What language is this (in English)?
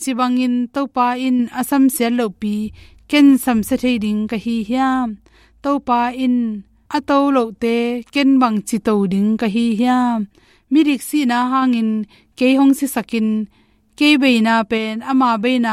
Tedim Chin